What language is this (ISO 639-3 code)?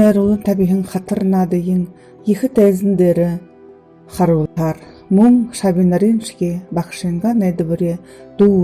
bua